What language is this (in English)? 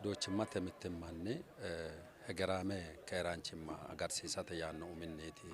Sidamo